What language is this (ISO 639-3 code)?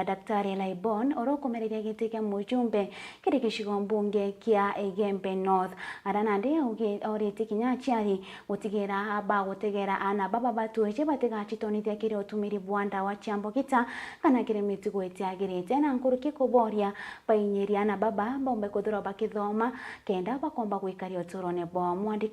mer